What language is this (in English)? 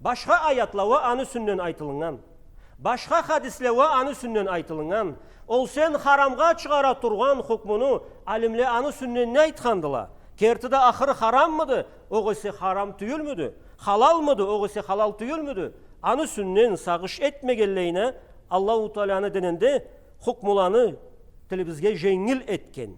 Karachay-Balkar